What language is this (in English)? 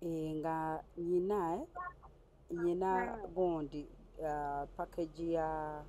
Ganda